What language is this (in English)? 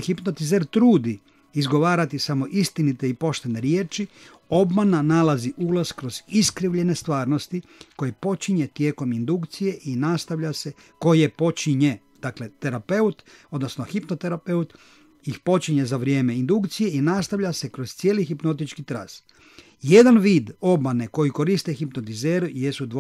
Croatian